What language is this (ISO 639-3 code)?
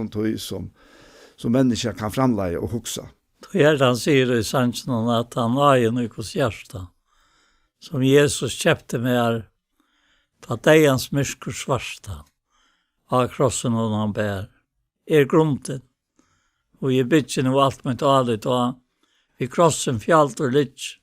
fao